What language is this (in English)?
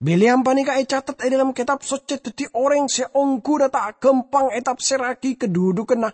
Madurese